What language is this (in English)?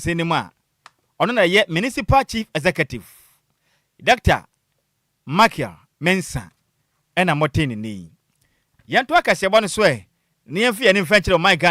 Akan